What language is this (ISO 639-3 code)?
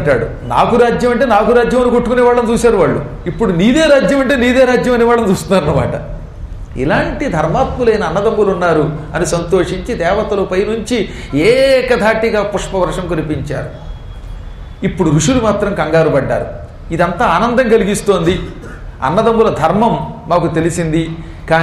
tel